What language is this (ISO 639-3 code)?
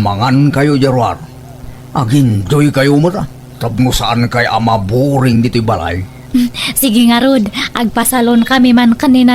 ilo